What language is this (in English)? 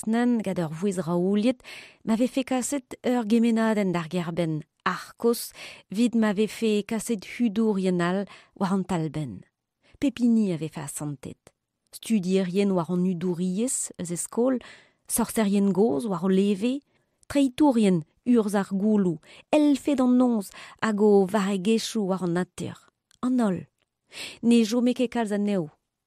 Breton